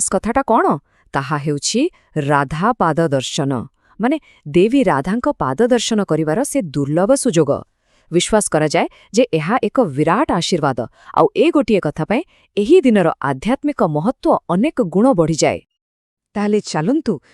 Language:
Odia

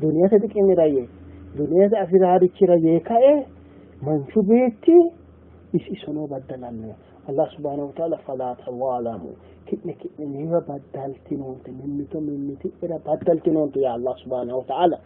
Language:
Sidamo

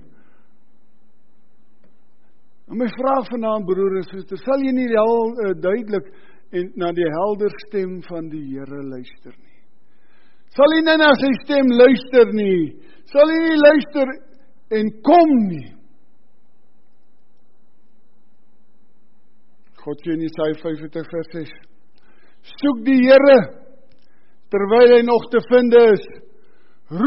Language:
Afrikaans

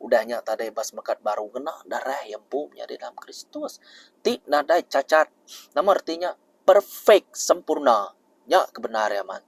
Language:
Iban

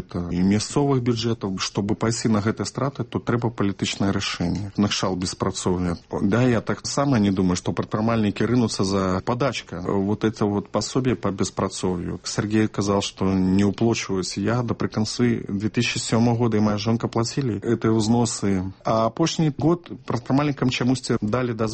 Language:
Belarusian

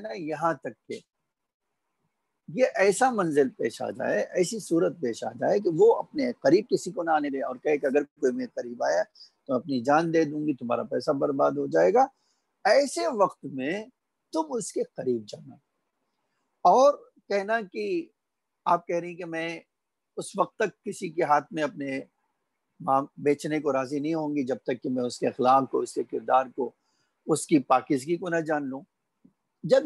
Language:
Urdu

